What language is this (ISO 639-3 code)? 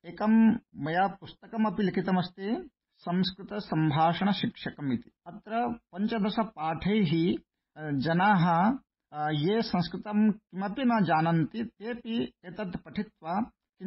san